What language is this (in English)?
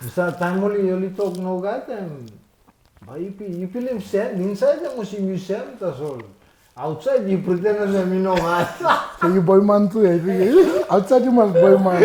Tok Pisin